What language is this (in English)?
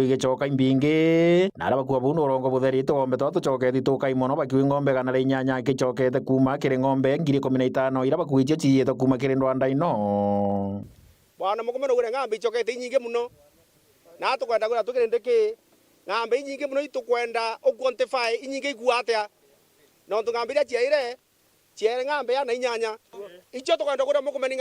Meru